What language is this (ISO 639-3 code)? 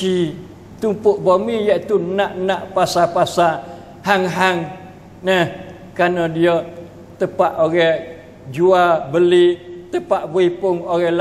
msa